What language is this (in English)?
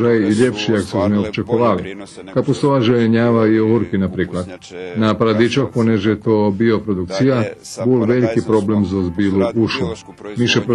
Rusyn